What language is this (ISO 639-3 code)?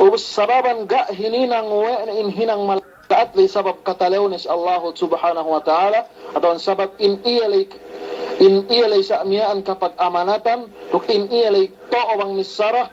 yka